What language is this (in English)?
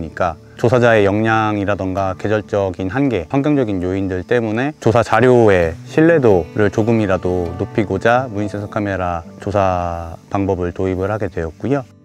Korean